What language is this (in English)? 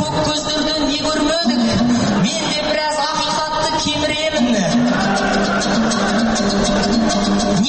Kazakh